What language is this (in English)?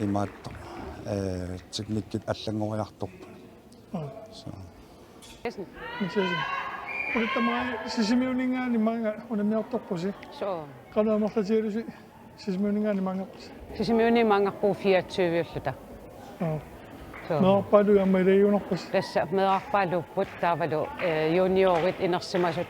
Kalaallisut